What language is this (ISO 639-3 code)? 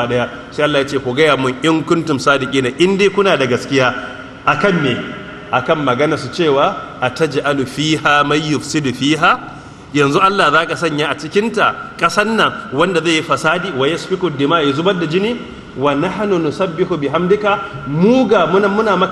hau